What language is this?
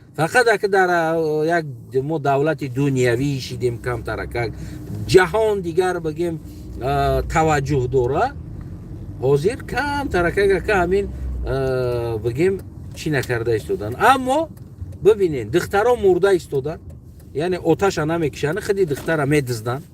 Tajik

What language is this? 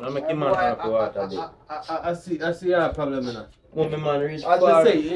Jamaican Creole English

